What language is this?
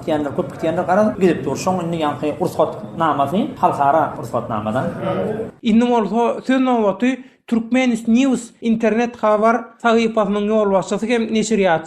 Turkmen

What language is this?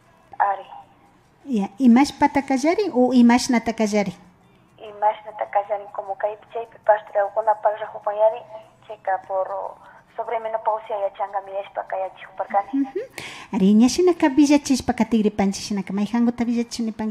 Imbabura Highland Quichua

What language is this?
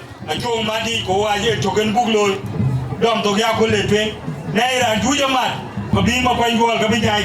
Dinka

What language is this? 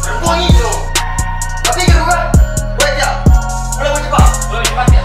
Makassar Malay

